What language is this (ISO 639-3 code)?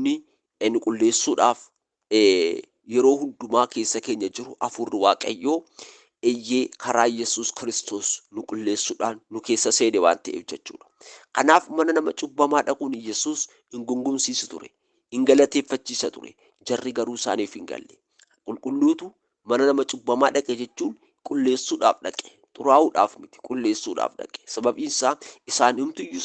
orm